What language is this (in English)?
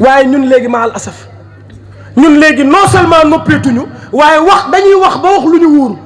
Wolof